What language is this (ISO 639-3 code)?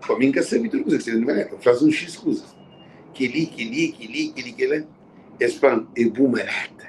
kea